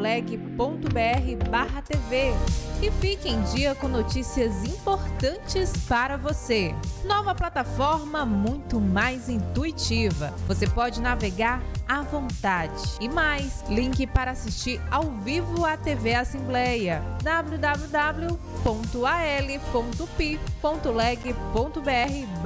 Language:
Portuguese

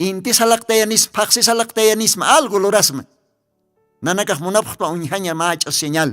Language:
Aymara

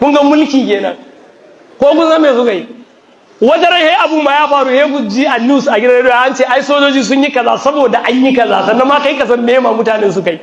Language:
Hausa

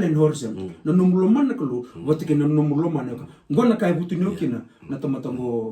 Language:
Fijian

